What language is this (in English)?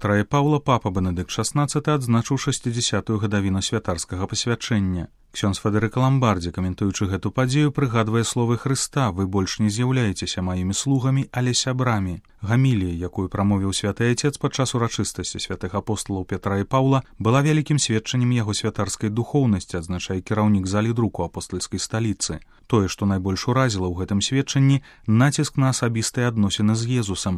Belarusian